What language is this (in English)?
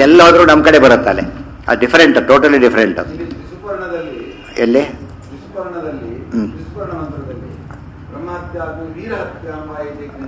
Kannada